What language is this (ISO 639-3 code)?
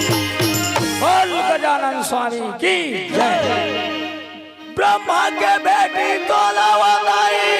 hne